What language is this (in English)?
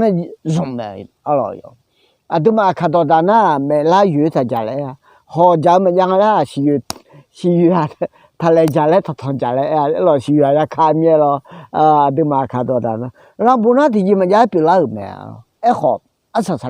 Akha